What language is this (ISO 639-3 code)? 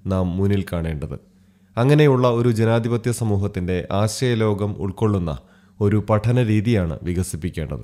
mal